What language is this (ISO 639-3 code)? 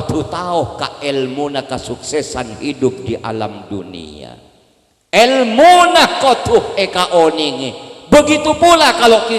mad